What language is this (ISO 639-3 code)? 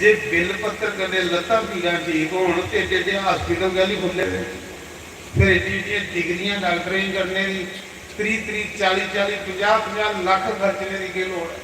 doi